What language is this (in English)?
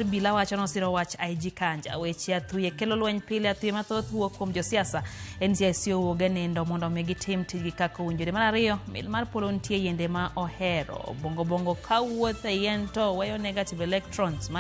Luo (Kenya and Tanzania)